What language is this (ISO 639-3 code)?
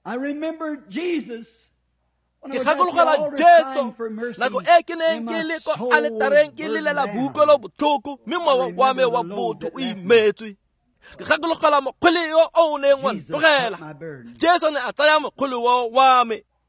tsn